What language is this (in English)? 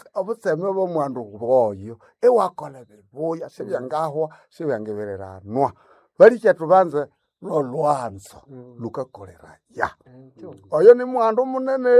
Nande